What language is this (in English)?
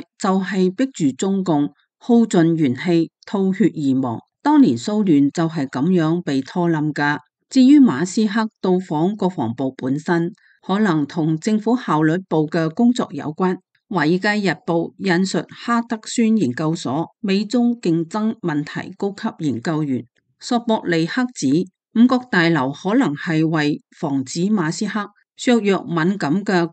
Cantonese